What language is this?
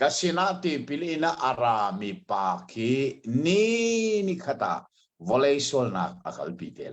Hakha Chin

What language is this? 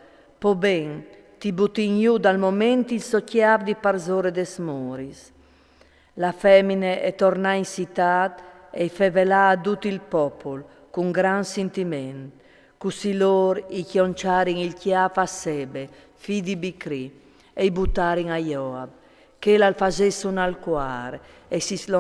Friulian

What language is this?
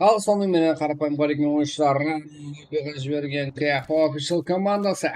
Kara-Kalpak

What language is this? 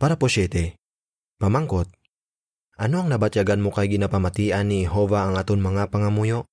Hiligaynon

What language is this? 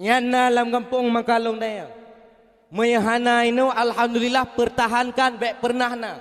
Achinese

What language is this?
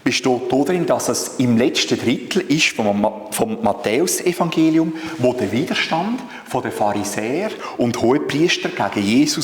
Swiss German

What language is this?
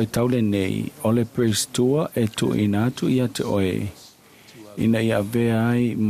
Samoan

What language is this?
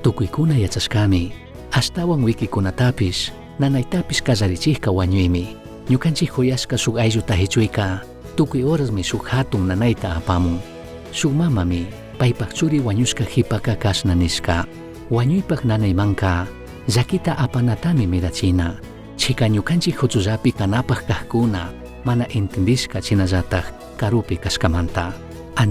Chimborazo Highland Quichua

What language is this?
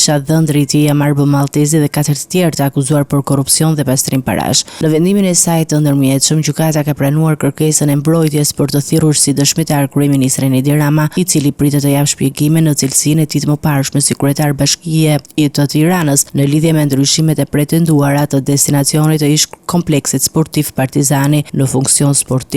Albanian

